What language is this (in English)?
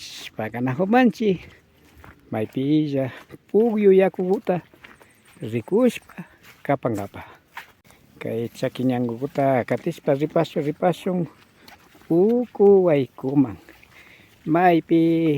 Imbabura Highland Quichua